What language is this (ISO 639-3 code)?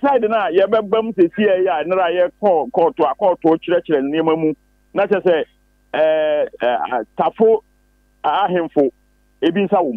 aka